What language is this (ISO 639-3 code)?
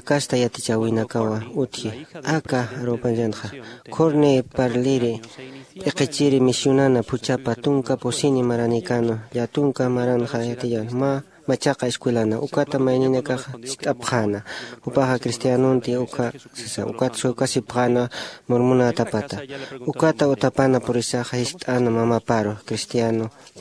aym